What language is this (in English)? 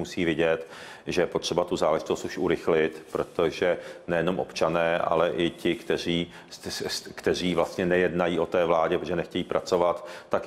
Czech